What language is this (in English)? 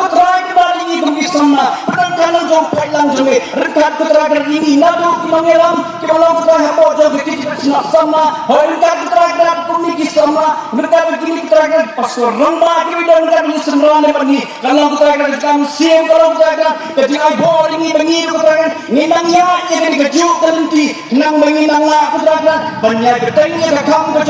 Khasi